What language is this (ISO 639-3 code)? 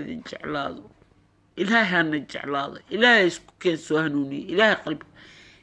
som